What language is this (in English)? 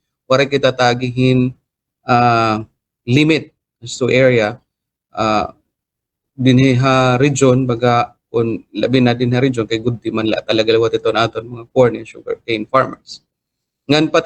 Waray